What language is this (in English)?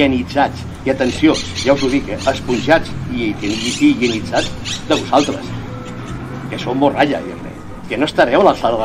Catalan